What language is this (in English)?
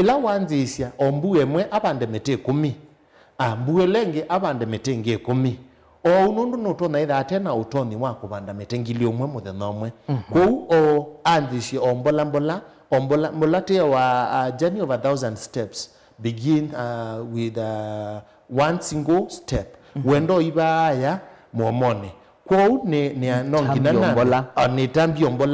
Kamba